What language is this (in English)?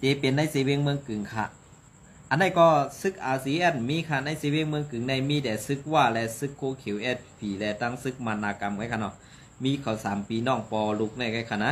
Shan